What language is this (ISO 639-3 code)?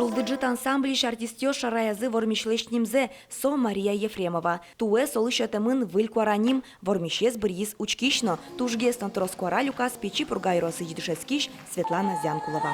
udm